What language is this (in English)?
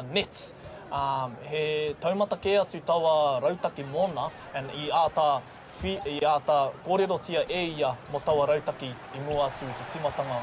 Māori